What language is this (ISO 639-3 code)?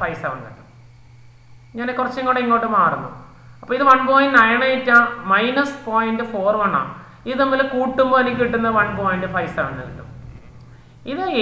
mal